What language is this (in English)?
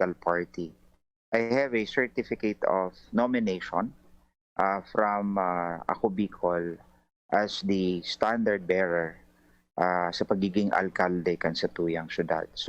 Bikol